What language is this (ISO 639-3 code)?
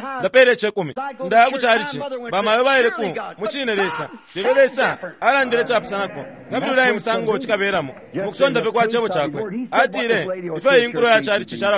bem